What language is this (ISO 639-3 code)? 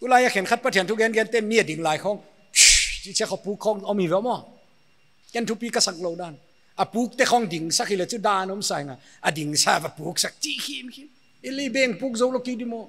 pck